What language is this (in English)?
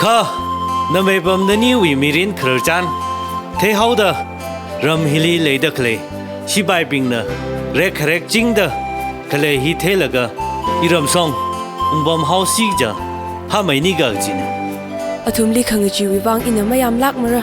Tangkhul Naga (India)